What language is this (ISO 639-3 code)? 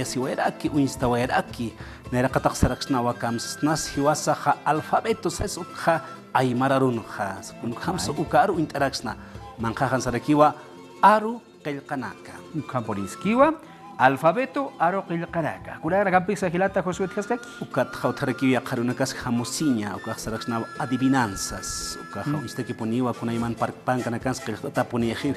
aym